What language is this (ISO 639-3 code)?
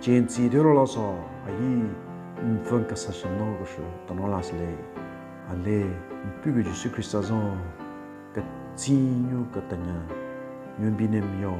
nre